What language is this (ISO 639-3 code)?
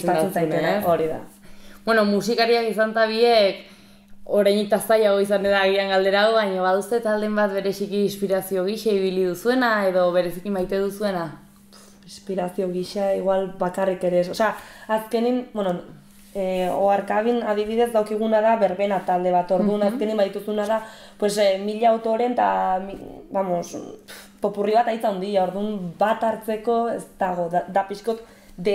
eus